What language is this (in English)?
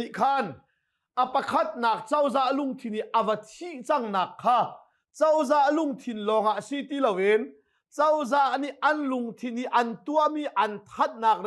Hakha Chin